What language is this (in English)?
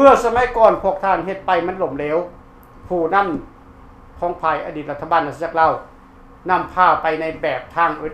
Lao